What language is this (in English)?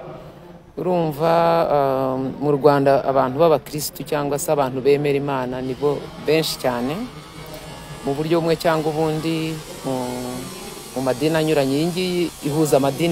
Kinyarwanda